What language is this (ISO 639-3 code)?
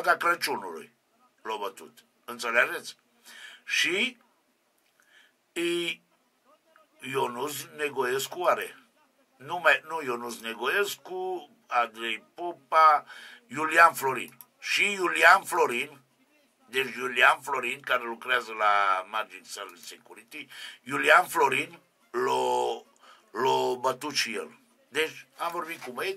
ron